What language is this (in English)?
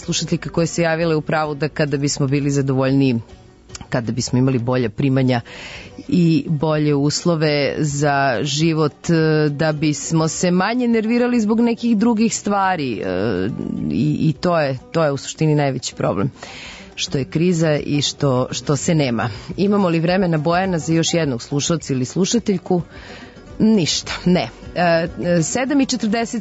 Serbian